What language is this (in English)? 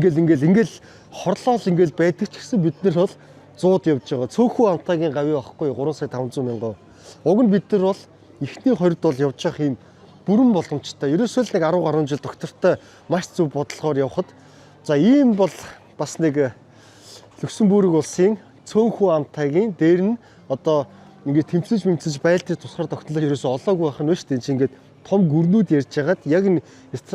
Mongolian